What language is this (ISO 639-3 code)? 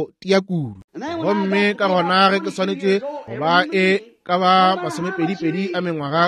nso